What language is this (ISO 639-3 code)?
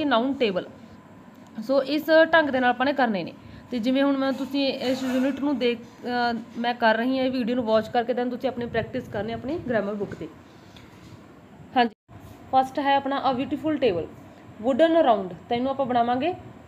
pan